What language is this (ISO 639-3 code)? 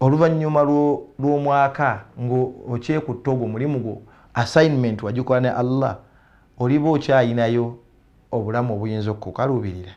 lug